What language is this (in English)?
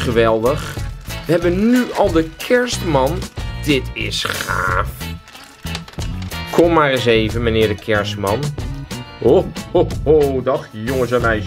Dutch